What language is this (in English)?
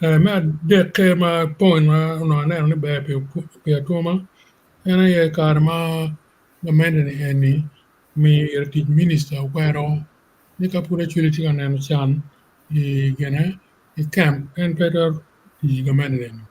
Acoli